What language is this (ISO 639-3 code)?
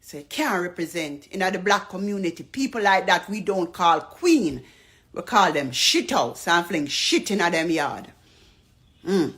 jam